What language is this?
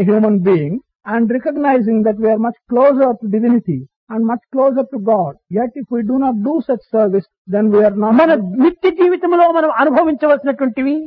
Telugu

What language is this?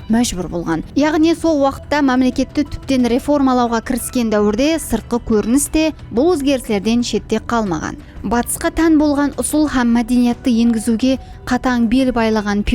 Kara-Kalpak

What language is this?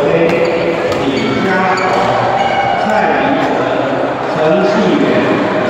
Chinese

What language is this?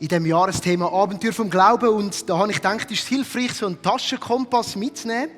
Swiss German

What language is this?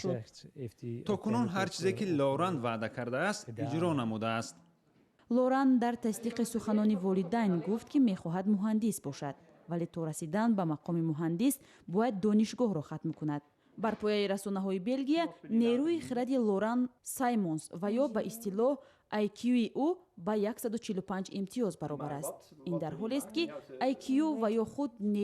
Tajik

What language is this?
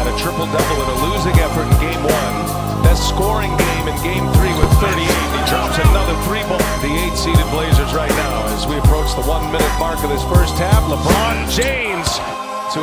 English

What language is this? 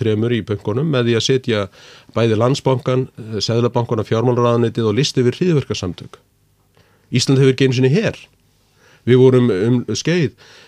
Icelandic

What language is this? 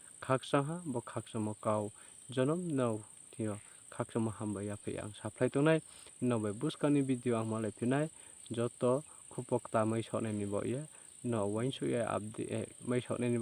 Riang (India)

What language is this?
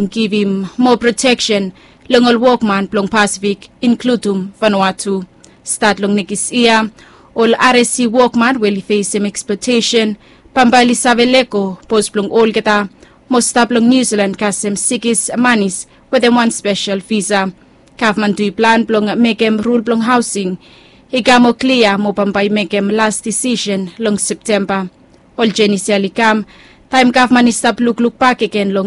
Bislama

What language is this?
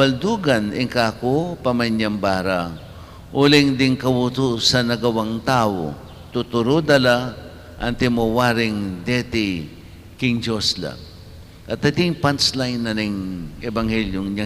Pampanga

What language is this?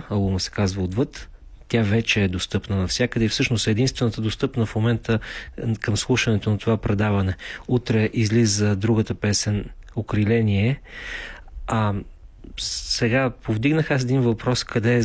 Bulgarian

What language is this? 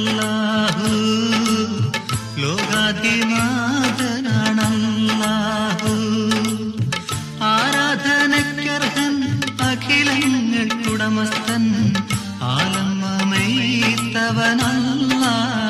Malayalam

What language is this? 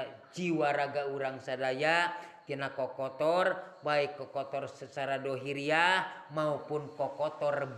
Sundanese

